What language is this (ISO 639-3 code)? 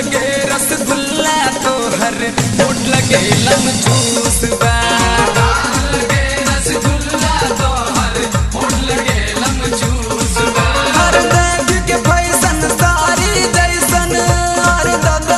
bho